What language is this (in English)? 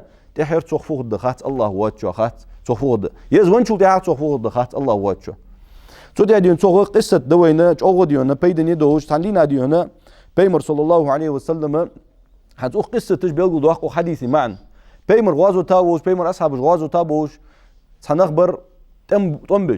Ingush